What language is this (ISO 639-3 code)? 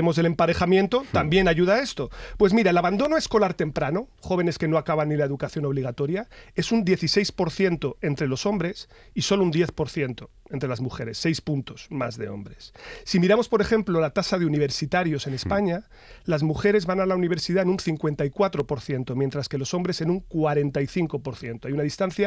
spa